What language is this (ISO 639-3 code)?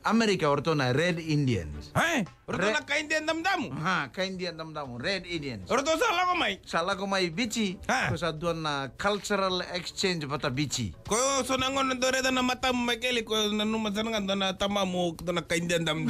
fij